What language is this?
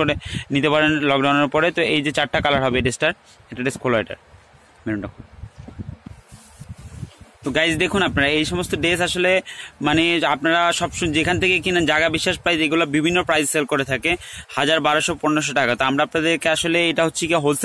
Bangla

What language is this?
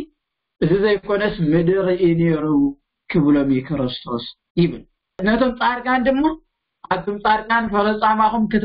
Tigrinya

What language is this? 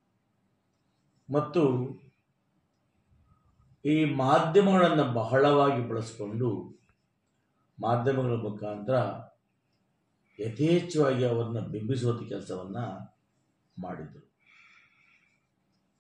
Kannada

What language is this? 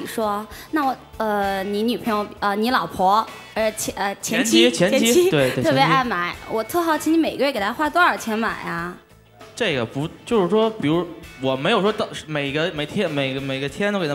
Chinese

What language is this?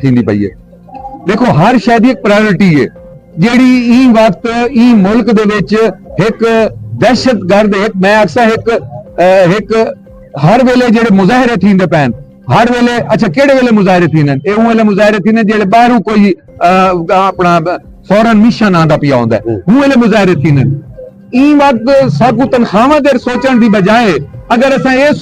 Saraiki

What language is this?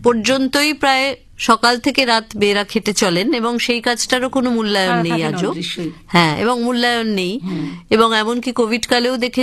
Bangla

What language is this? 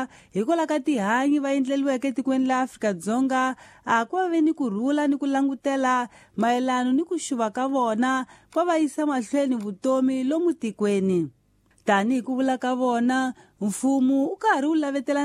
Tsonga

